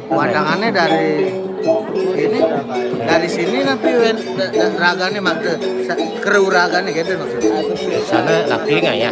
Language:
Balinese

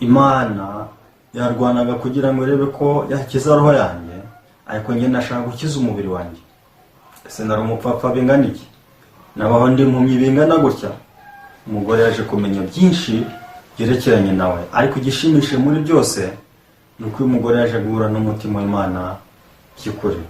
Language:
Kinyarwanda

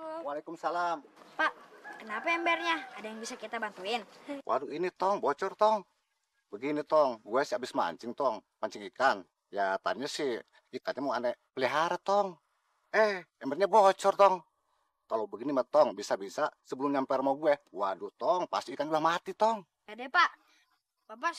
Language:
Betawi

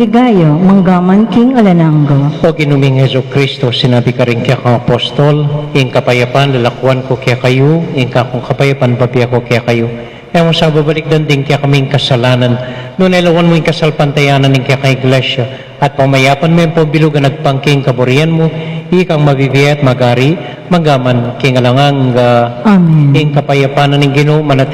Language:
Pampanga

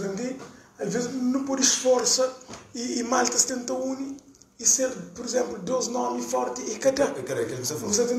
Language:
Kabuverdianu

